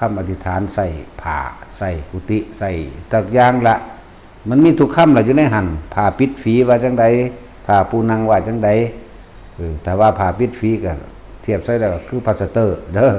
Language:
Northeastern Thai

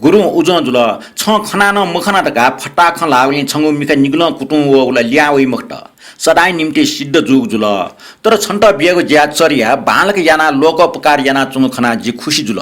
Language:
Newari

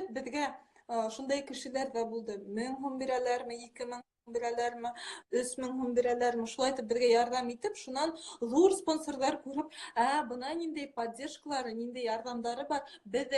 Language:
Bashkir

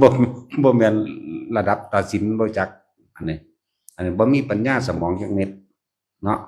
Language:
Northeastern Thai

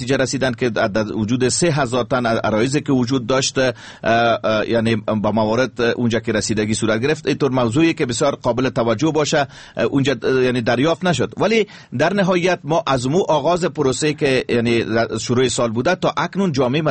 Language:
Persian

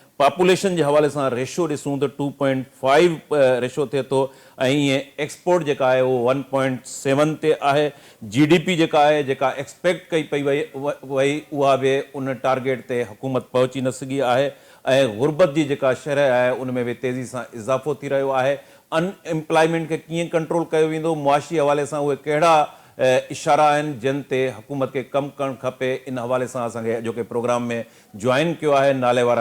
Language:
Sindhi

